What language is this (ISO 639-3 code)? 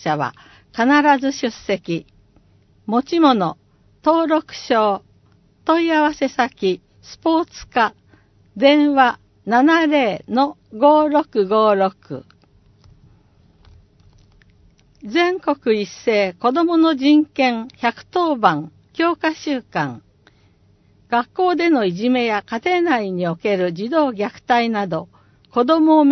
jpn